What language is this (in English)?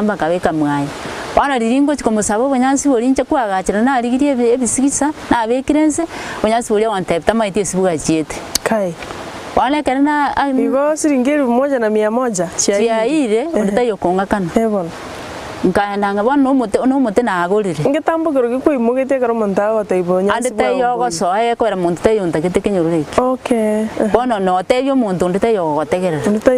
Gusii